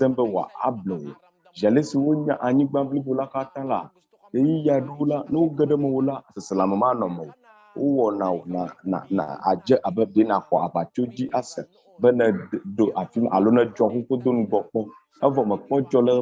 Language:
Ewe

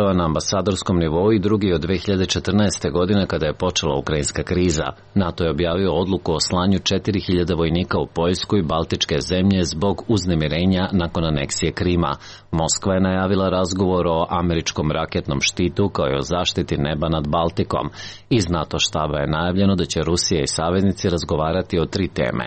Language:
Serbian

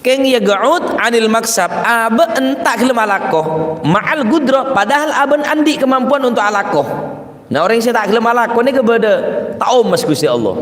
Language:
Madurese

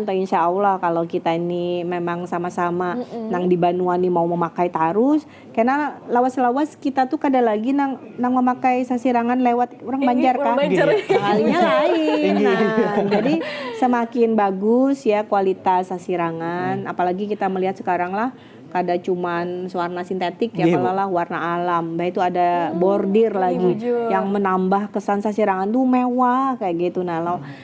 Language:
Banjar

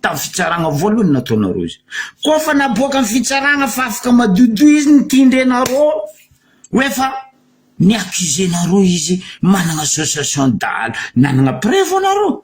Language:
Malagasy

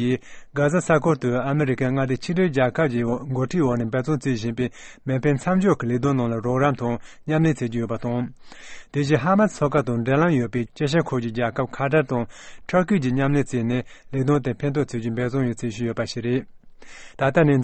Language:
Tibetan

